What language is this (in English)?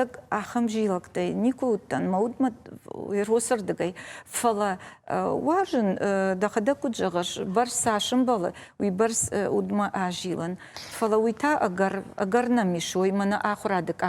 Ossetic